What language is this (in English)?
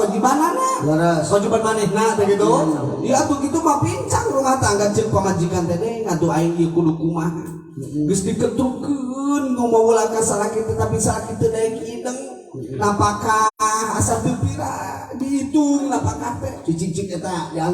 Sundanese